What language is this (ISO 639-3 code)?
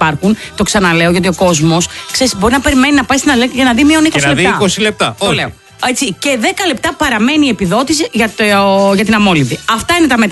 ell